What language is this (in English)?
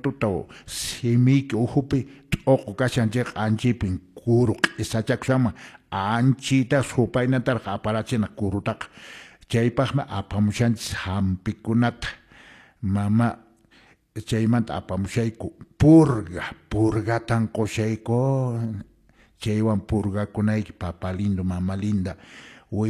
Quechua